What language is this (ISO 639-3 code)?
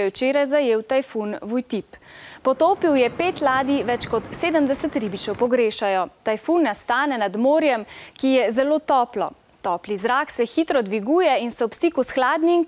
slv